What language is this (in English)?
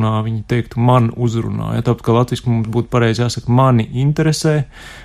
Latvian